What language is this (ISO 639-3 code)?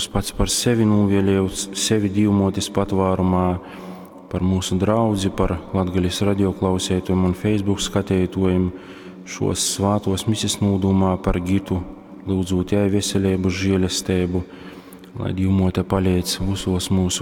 ltg